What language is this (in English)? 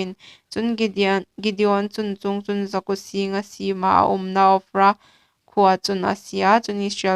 Hmar